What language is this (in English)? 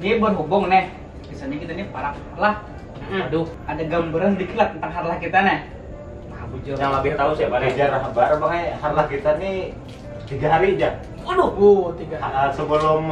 Banjar